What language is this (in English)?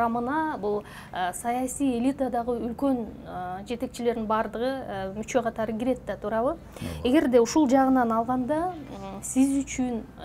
Kyrgyz